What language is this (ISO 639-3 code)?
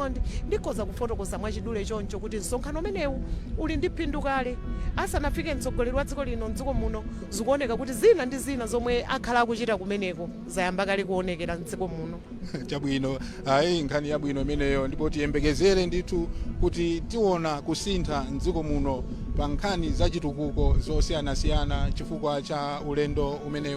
nya